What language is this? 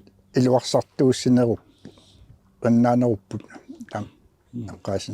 Kalaallisut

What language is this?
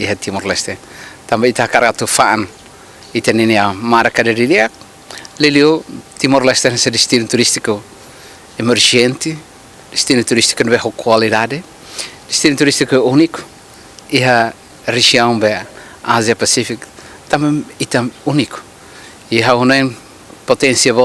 Tetum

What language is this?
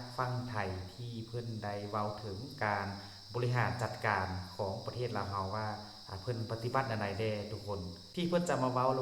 Lao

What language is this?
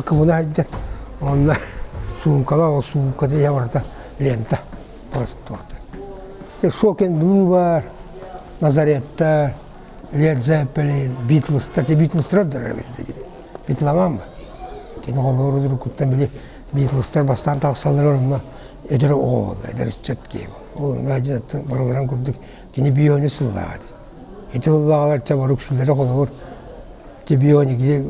Yakut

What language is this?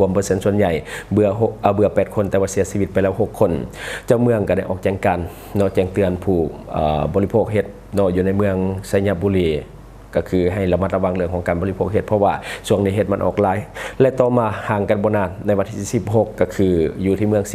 Lao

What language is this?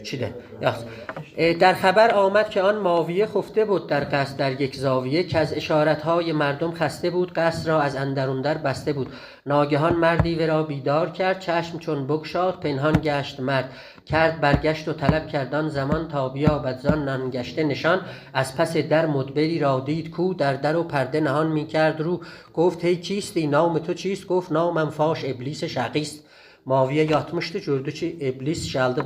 South Azerbaijani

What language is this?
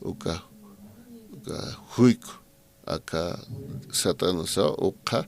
Aymara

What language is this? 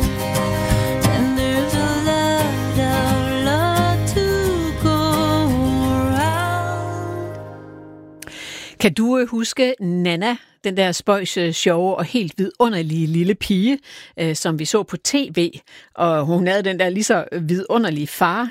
Danish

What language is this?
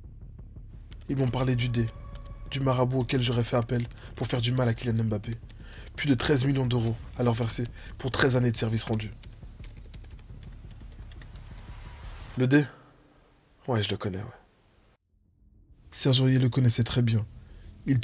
French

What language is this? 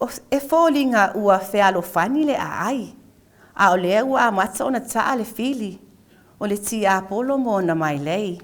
Samoan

